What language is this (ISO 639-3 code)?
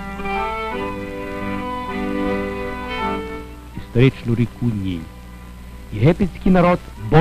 ukr